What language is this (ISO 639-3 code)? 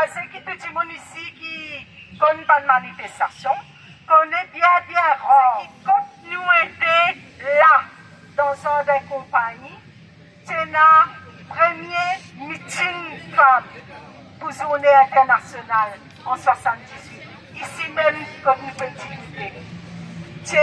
mfe